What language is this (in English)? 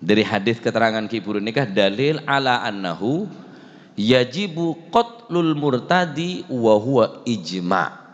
Madurese